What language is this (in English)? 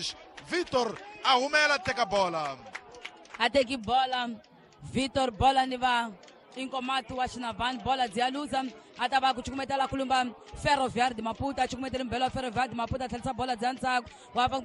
Tsonga